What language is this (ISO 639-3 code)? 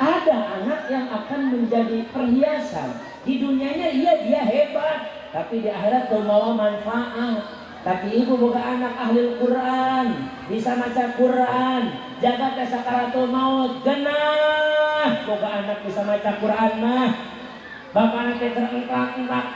sun